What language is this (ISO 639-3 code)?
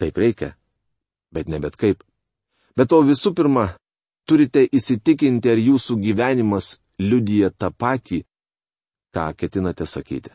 lit